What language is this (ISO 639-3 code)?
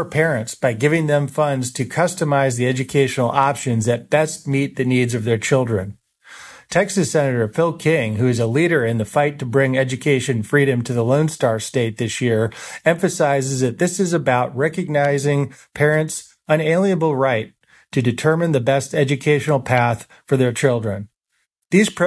eng